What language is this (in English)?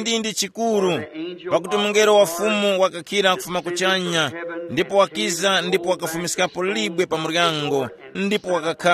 Tumbuka